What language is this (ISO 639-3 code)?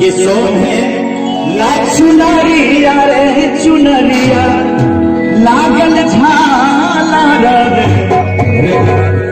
mai